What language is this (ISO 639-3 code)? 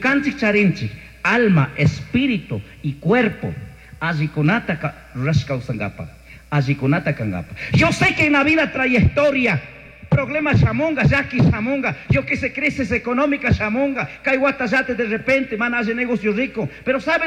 qug